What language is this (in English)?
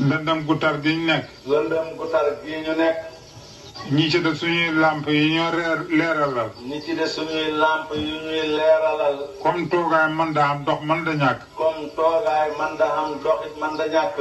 Wolof